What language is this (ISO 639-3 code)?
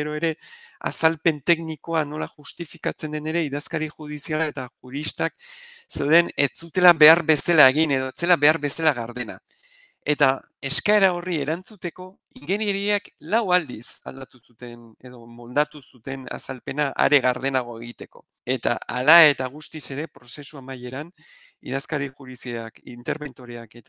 eus